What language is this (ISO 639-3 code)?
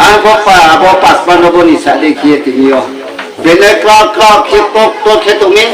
ria